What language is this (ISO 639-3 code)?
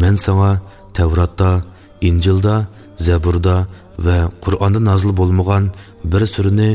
uig